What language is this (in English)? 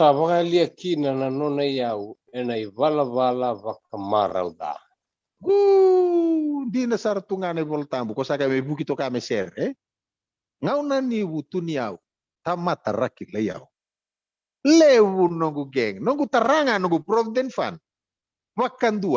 Fijian